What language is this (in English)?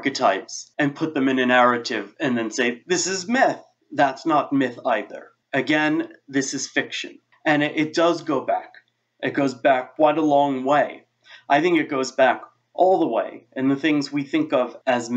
English